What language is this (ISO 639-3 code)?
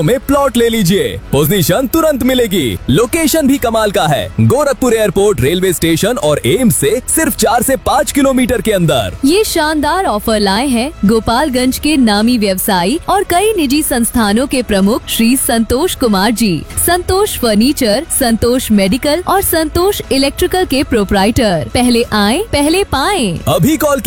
hin